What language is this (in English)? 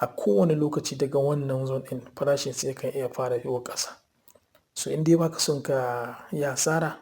Hausa